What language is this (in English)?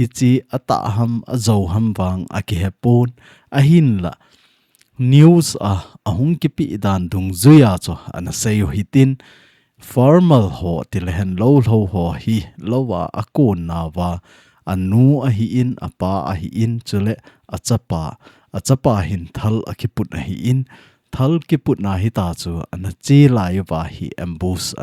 Thado Chin